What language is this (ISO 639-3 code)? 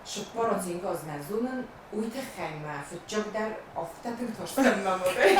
oss